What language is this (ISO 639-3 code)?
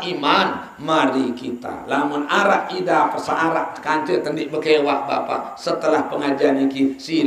sas